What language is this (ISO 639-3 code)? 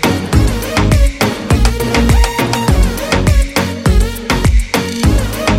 kaz